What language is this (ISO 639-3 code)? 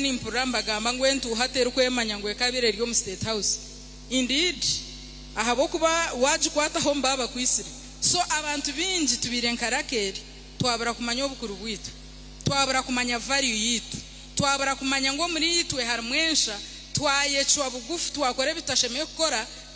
nyn